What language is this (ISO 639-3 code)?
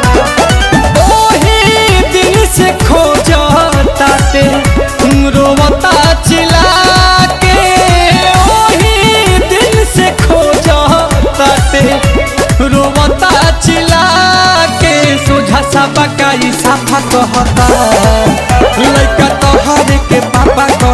bho